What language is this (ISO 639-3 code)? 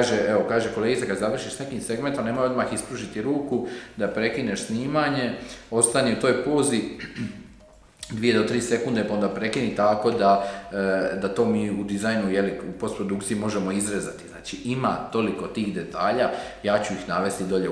hrv